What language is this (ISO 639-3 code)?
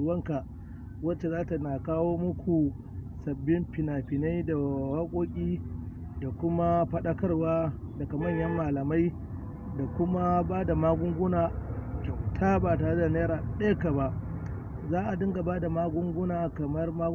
hau